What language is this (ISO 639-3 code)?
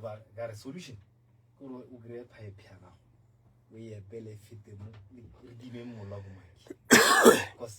nso